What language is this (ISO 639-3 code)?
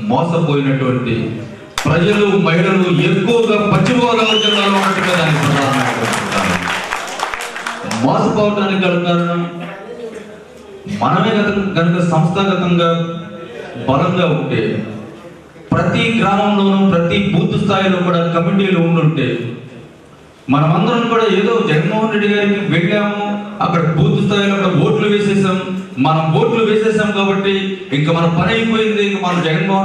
tel